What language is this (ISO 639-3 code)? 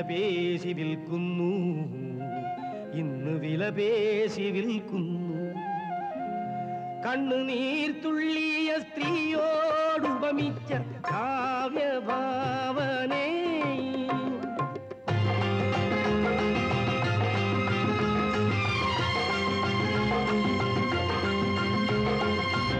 mal